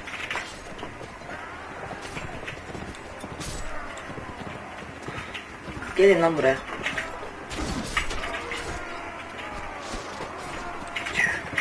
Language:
Turkish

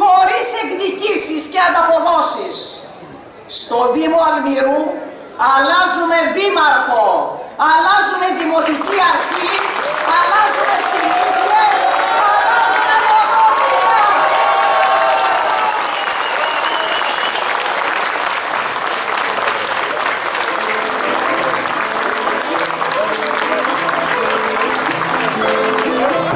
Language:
Greek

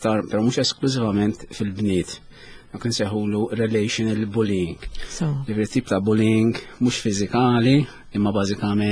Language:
Maltese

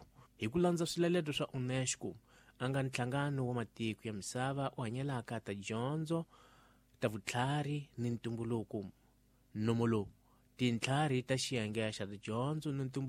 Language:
Tsonga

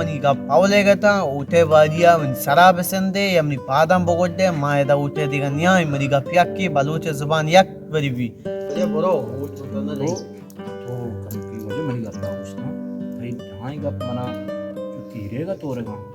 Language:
Baluchi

